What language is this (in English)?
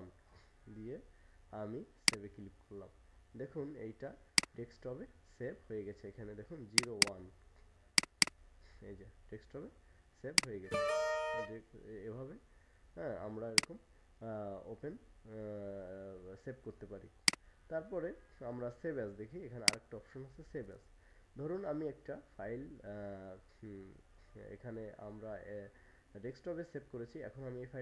Bangla